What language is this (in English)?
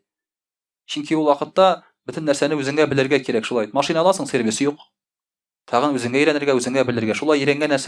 Tatar